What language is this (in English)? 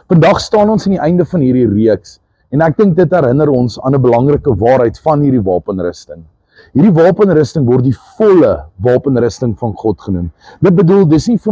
Afrikaans